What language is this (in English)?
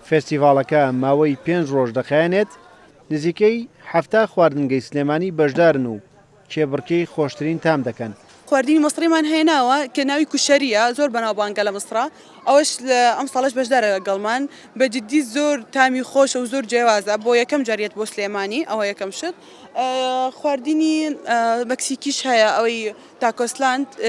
Central Kurdish